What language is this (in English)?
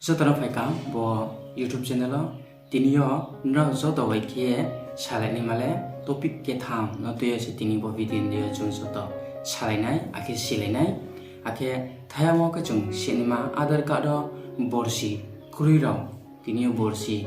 Riang (India)